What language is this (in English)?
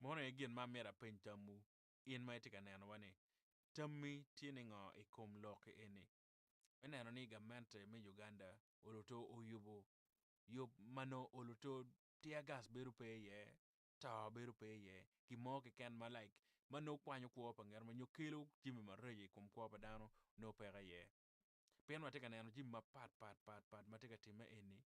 Acoli